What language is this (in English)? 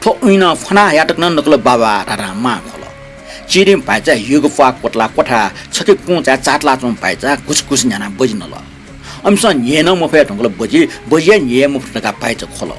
Newari